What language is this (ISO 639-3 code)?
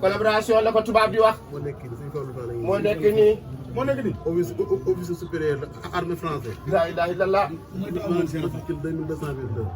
wol